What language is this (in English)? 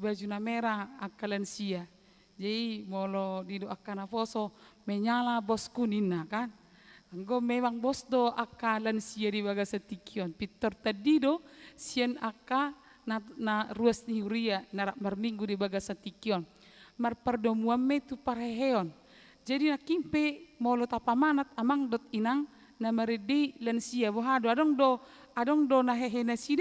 Batak Toba